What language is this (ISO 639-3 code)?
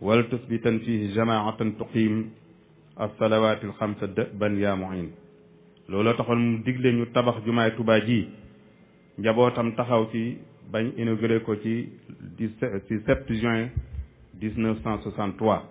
wol